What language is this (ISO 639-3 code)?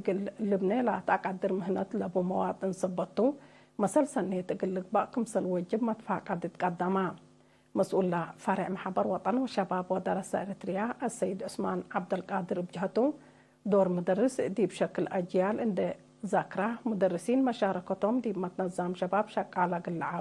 tig